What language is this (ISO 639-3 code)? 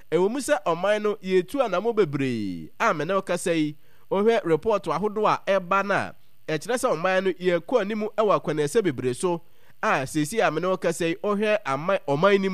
aka